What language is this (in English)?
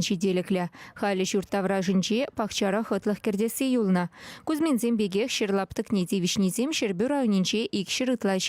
Chuvash